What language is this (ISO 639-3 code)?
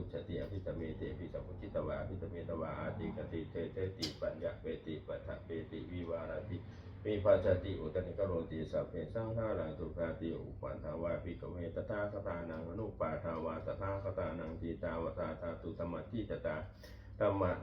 pli